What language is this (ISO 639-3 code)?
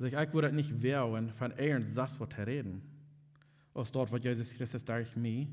pdt